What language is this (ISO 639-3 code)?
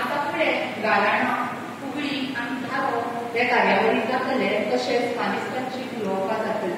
kok